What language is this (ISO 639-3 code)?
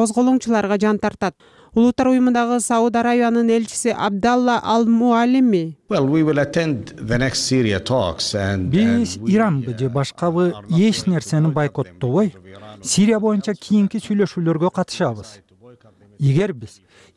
kir